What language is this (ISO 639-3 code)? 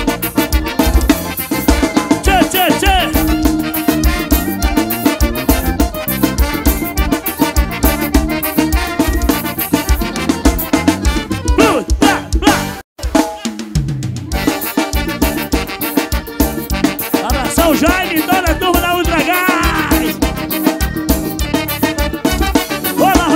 por